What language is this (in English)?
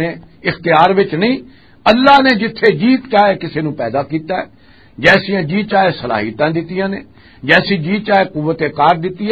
Western Panjabi